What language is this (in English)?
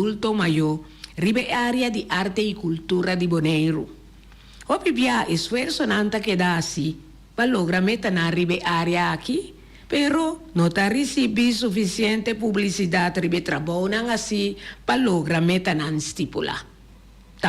Papiamento